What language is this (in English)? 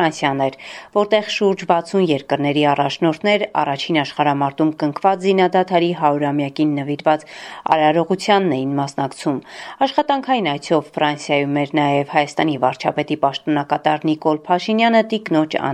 Armenian